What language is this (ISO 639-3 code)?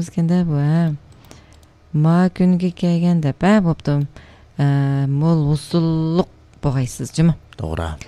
uig